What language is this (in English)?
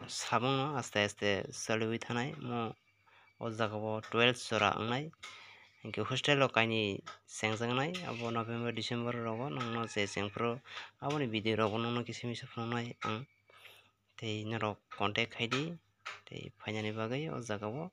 Kok Borok